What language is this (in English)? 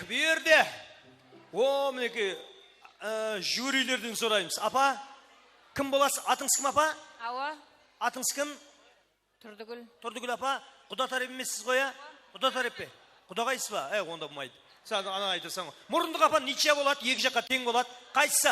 Kara-Kalpak